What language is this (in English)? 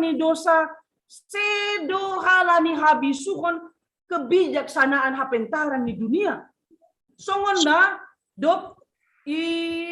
Batak Simalungun